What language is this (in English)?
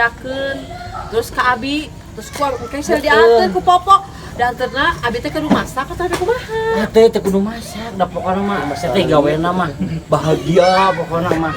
Sundanese